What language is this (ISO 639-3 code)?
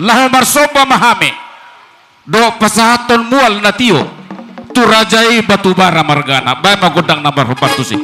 bbc